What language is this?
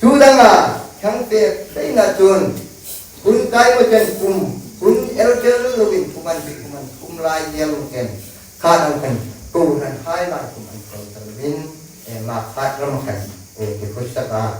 Hmar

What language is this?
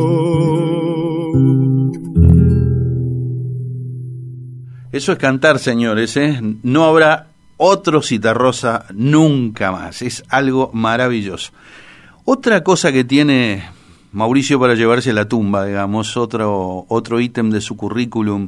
Spanish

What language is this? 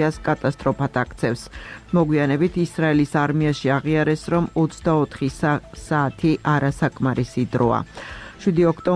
Georgian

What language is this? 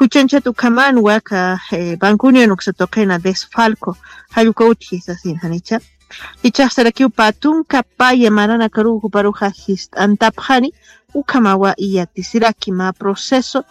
Aymara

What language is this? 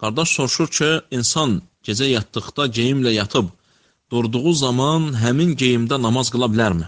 Azerbaijani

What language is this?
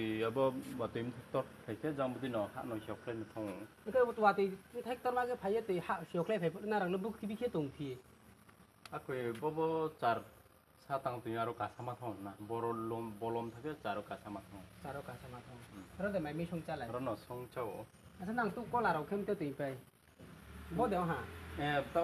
Riang (India)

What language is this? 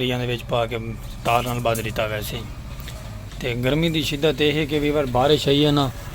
Saraiki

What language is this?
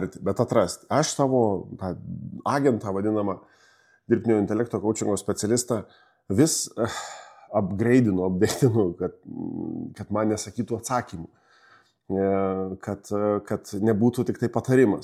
Lithuanian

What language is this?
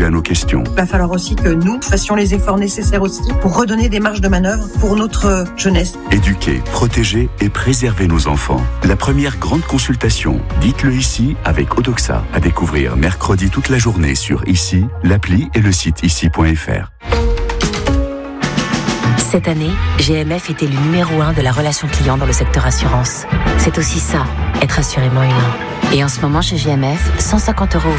French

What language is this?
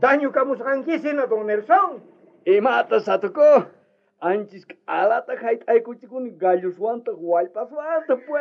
South Bolivian Quechua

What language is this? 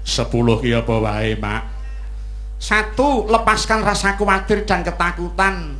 Javanese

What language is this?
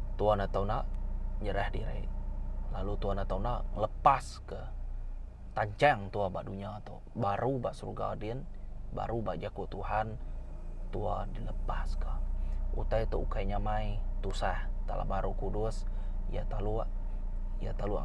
Iban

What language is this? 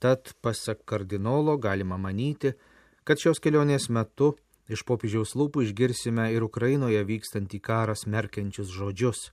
Lithuanian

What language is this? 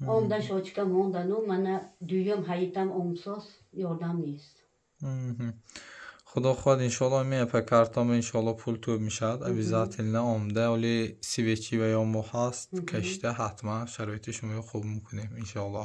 Tajik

